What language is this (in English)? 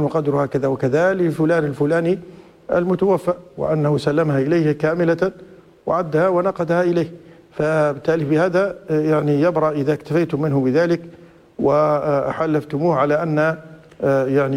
Arabic